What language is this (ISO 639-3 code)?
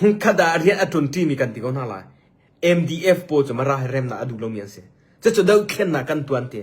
cnh